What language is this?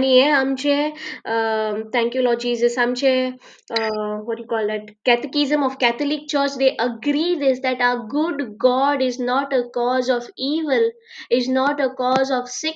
Konkani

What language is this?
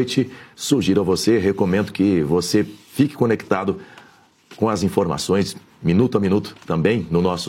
Portuguese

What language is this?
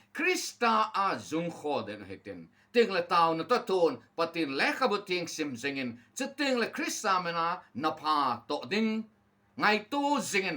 Thado Chin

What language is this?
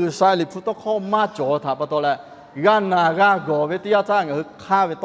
Lahu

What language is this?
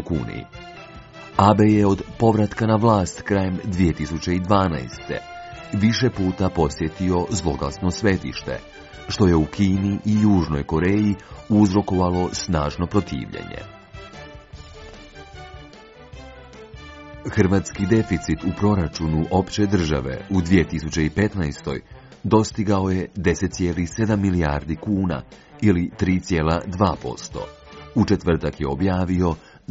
Croatian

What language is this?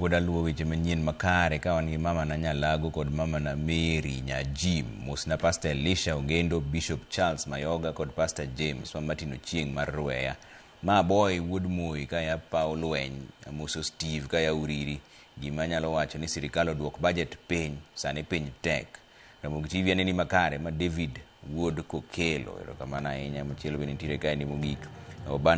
Luo (Kenya and Tanzania)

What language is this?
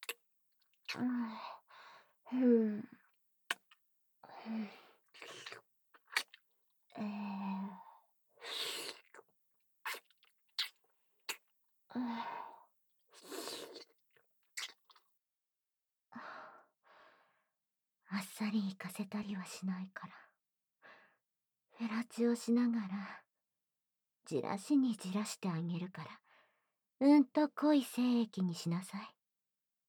Japanese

